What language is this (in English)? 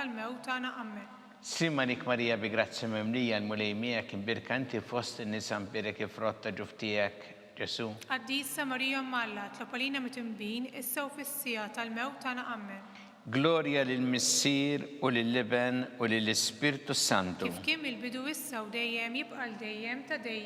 Maltese